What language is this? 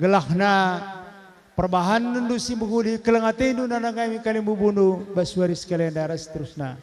Batak Karo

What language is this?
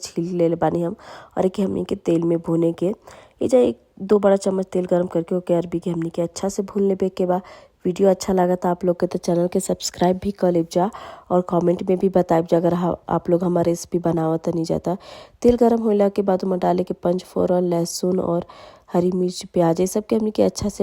Bhojpuri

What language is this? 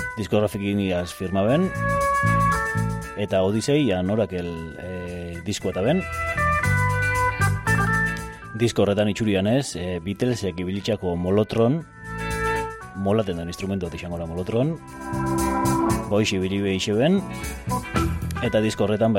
Basque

